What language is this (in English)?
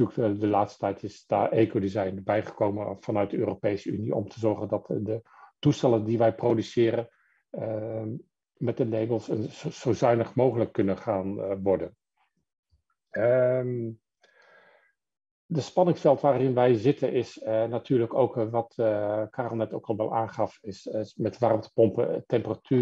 Dutch